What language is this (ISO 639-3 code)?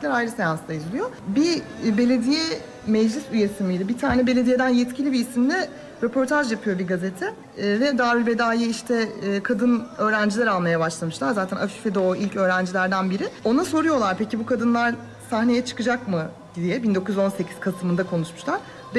tur